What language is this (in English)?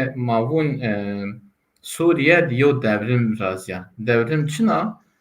Zaza